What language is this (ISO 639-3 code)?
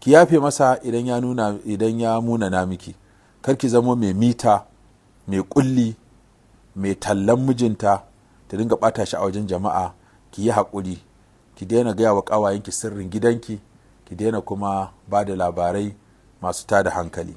hau